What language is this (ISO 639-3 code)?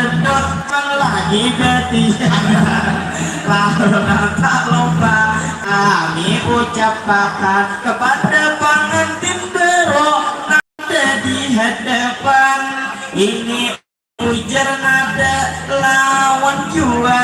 bjn